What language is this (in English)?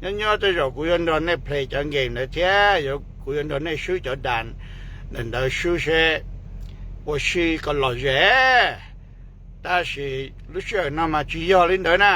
Hmong